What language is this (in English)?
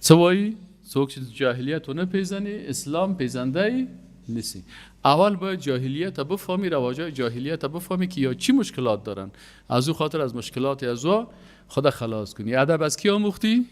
Persian